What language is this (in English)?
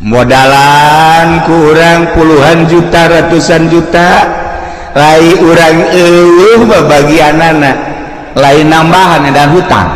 Sundanese